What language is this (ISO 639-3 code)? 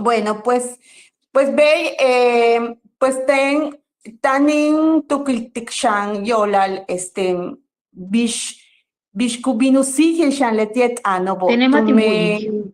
yua